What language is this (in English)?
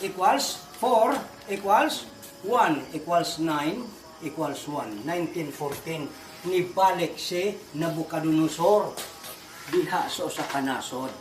Cebuano